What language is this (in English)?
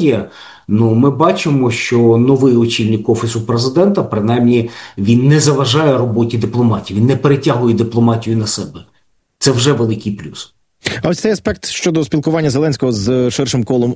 Ukrainian